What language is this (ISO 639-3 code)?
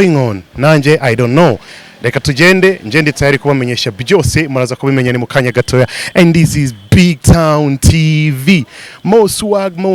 kin